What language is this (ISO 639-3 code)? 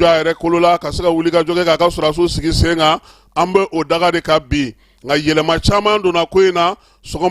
bam